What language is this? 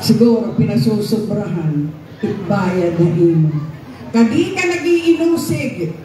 Waray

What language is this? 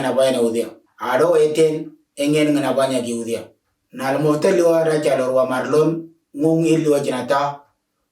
Moro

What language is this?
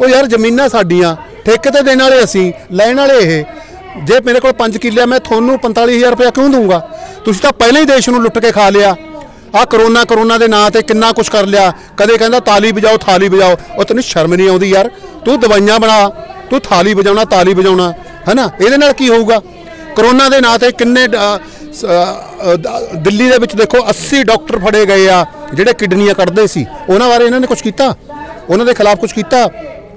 Punjabi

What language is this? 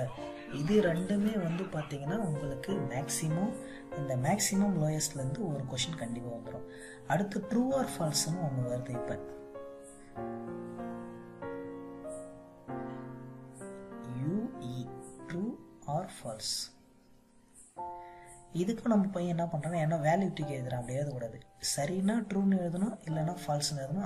Tamil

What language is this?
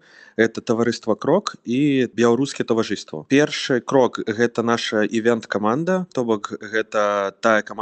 Belarusian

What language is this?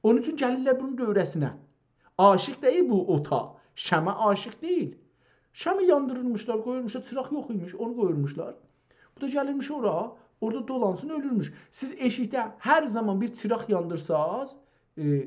South Azerbaijani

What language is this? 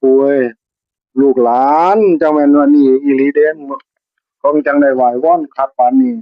Northeastern Thai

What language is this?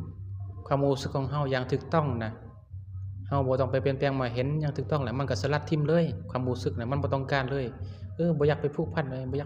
Lao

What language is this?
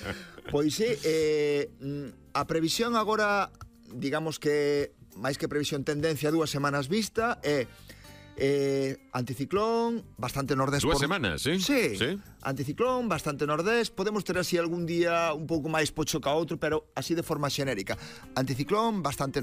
Galician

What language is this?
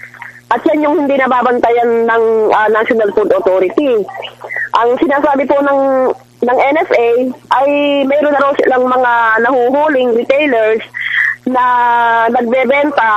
Filipino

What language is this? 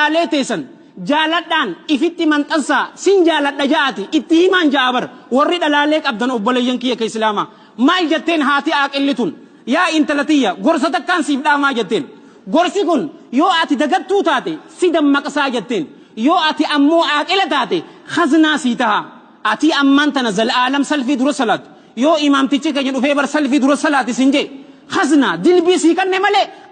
Oromo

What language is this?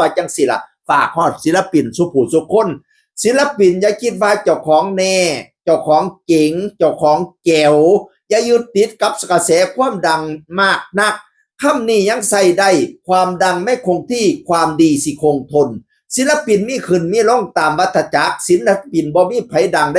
Northeastern Thai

